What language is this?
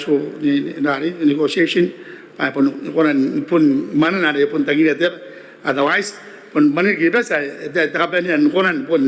Gilbertese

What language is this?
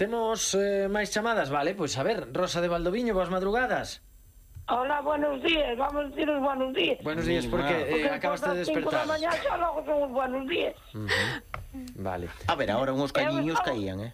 Galician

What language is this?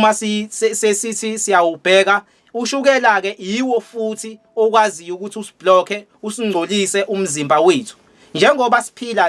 Zulu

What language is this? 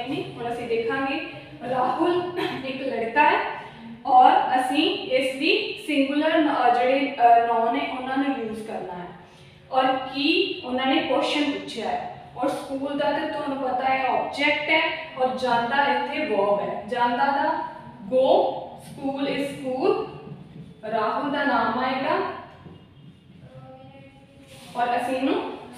Punjabi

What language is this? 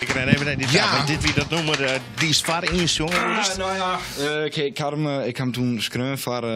Western Frisian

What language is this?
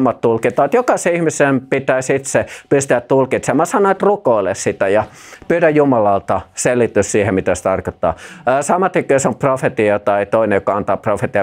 Finnish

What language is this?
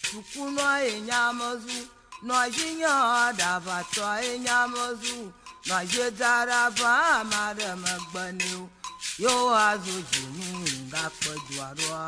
Ewe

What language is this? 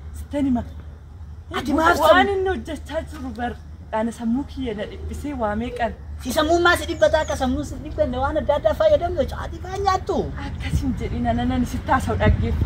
Oromo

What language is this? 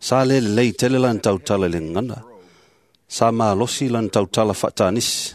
Samoan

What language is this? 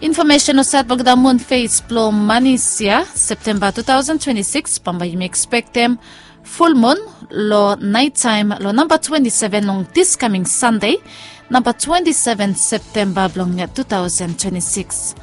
Bislama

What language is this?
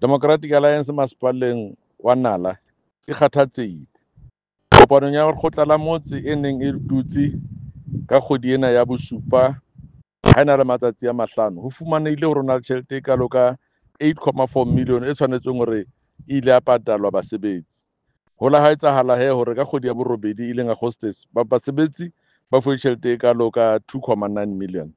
Southern Sotho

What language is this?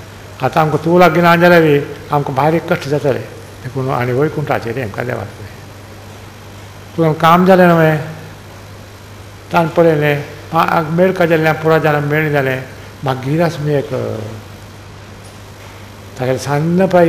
Konkani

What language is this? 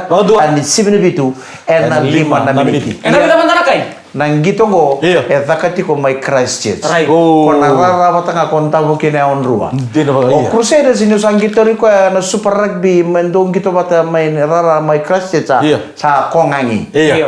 Fijian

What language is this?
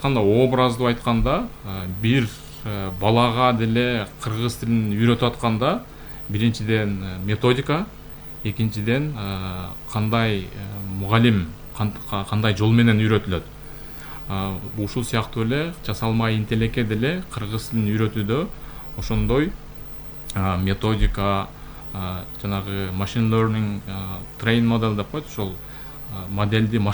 Kyrgyz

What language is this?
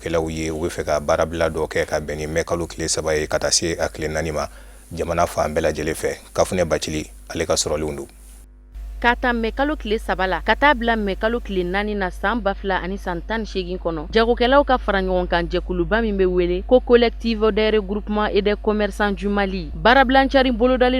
Bambara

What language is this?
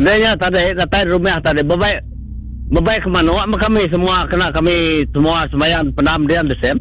Iban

